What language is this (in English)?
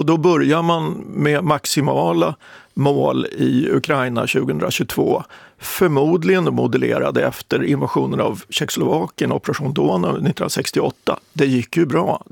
Swedish